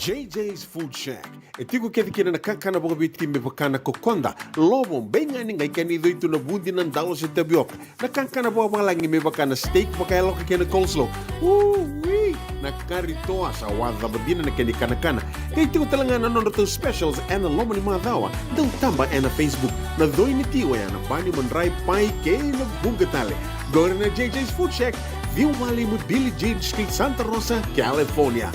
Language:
Fijian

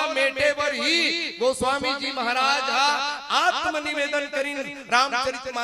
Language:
Chhattisgarhi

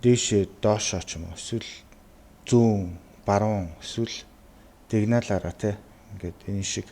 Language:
Mongolian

